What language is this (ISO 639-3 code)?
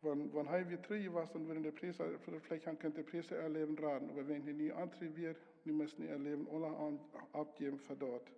pdt